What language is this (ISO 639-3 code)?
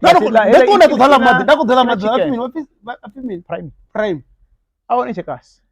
ven